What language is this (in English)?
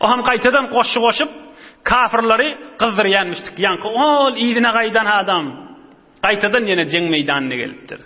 Turkmen